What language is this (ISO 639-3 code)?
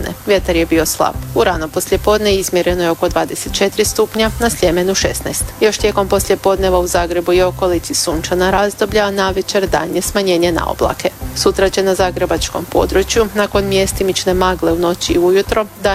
hrv